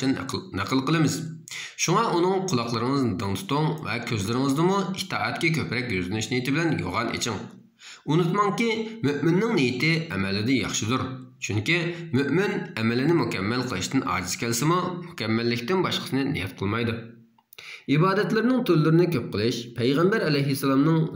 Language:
Uyghur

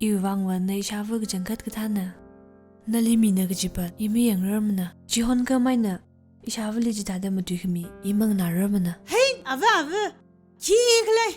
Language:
Tangkhul Naga (India)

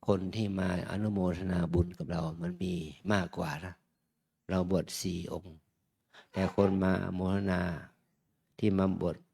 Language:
Pali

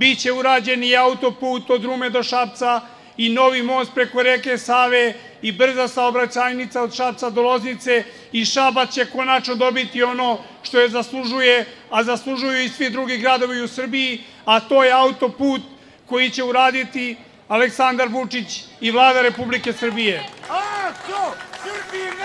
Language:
Serbian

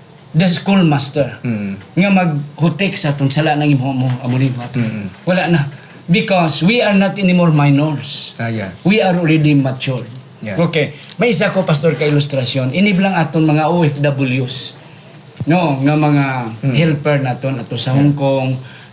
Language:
Hiligaynon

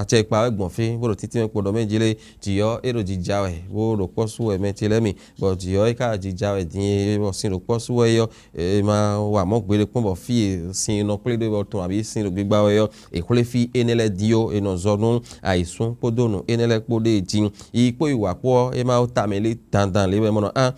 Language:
Fon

